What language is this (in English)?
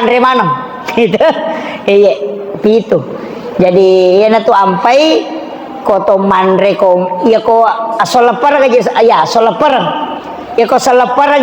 Buginese